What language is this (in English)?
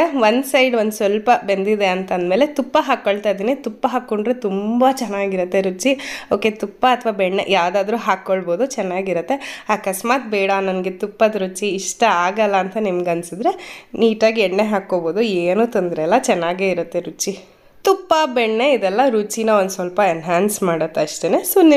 Kannada